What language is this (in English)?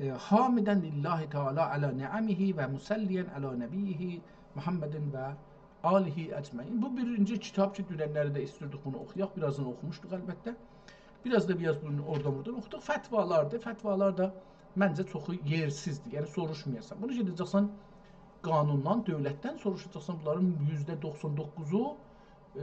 South Azerbaijani